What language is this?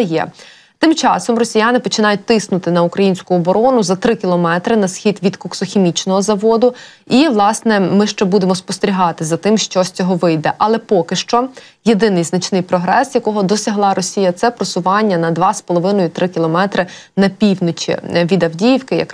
Ukrainian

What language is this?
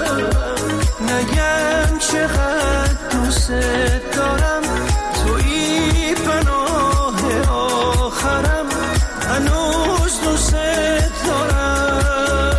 Persian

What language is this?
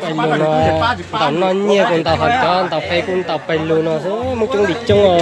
Hmong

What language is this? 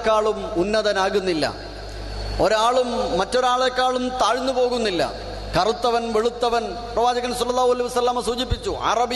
Malayalam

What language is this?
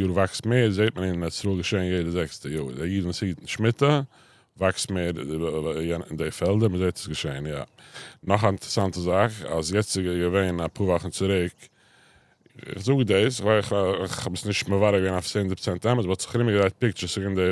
Yiddish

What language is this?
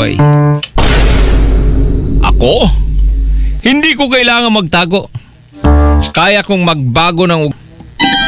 Filipino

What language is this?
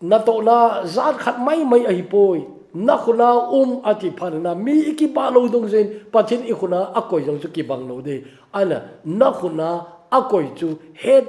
Thado Chin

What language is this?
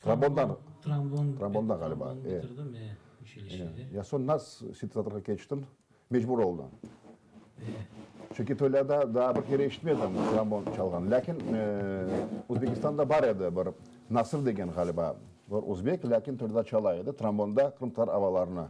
Crimean Tatar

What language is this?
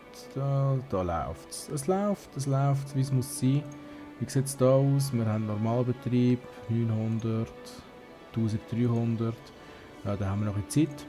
Swiss German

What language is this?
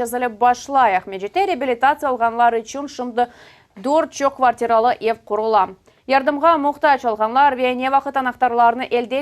Crimean Tatar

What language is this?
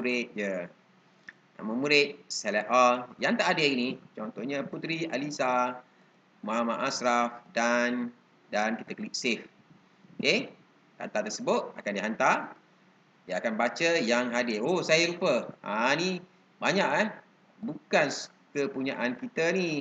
Malay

